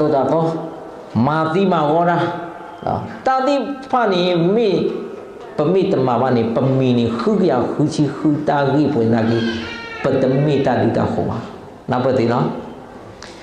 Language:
S'gaw Karen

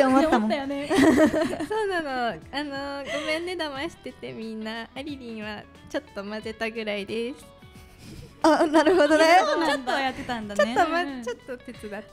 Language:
Japanese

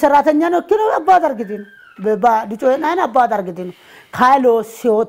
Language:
Sidamo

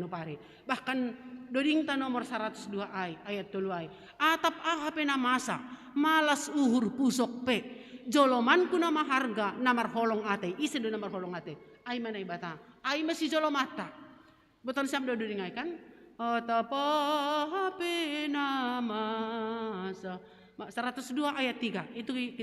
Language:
Batak Simalungun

